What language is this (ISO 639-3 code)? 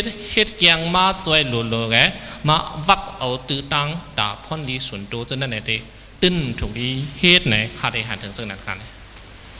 shn